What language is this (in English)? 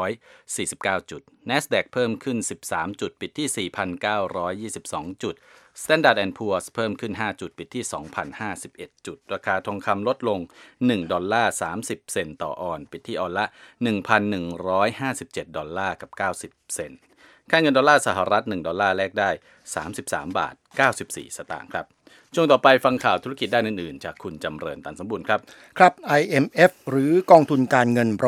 Thai